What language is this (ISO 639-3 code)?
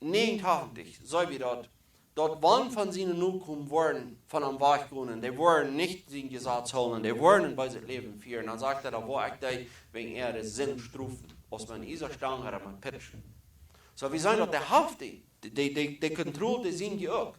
pdt